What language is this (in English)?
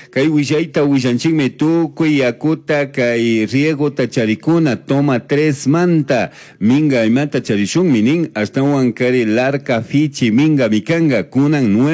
Chimborazo Highland Quichua